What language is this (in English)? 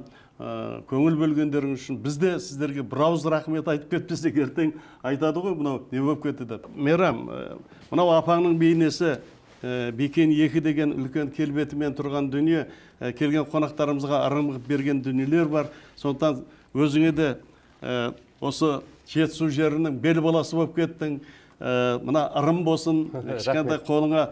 Kazakh